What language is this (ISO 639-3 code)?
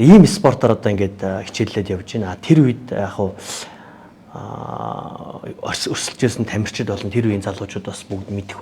mon